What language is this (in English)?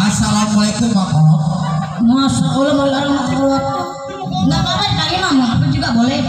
Betawi